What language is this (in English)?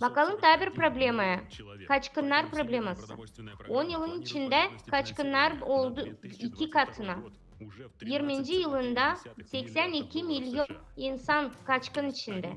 Gagauz